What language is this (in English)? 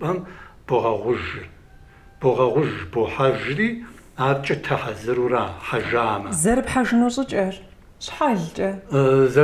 Kabardian